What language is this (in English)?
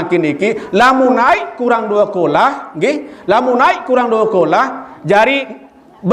Sasak